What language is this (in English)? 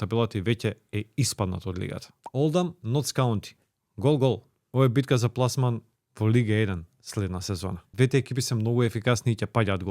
Macedonian